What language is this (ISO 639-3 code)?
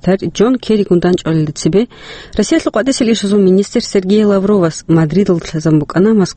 ava